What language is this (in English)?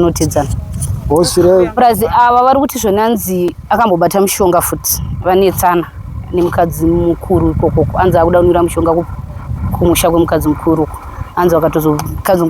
Shona